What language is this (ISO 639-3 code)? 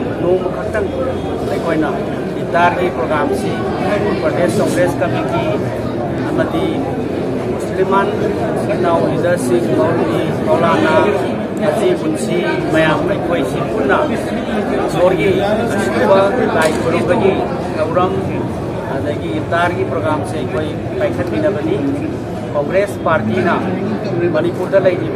mni